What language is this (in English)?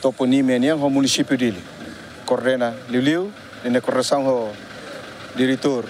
Tetum